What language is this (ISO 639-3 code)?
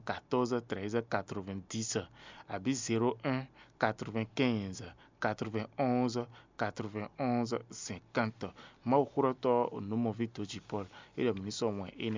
fon